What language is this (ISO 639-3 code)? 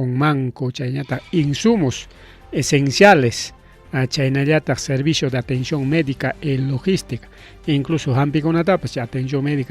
quy